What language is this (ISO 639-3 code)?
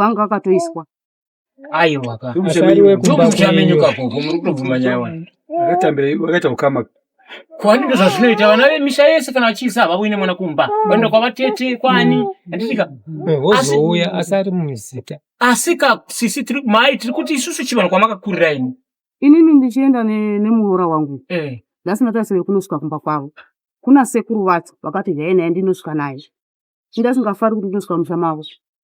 sna